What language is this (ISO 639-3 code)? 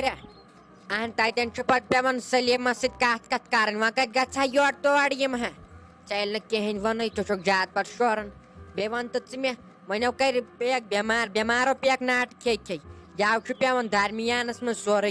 kas